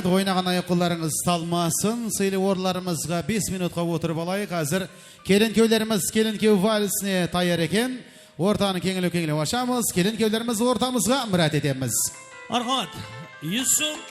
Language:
Kara-Kalpak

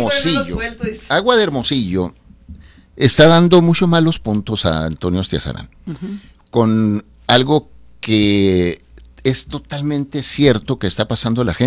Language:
Spanish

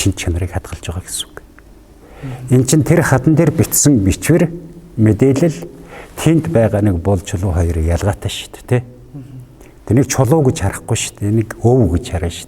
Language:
Mongolian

